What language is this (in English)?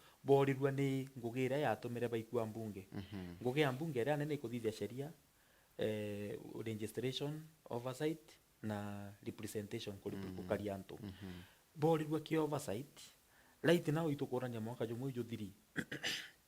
Meru